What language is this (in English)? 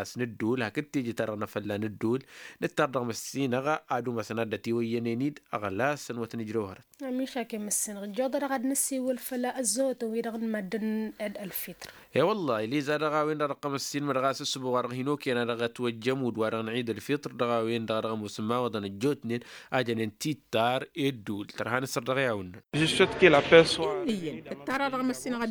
Tamasheq